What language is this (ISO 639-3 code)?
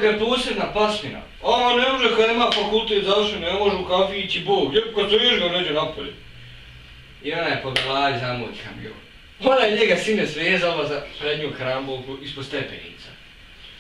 bos